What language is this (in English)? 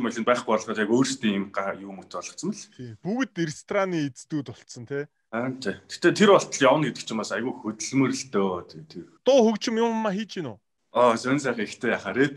Mongolian